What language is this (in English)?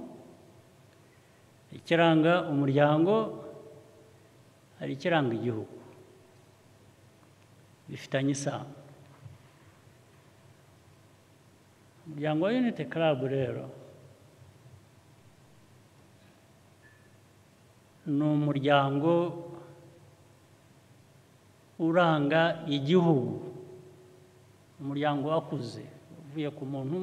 Kinyarwanda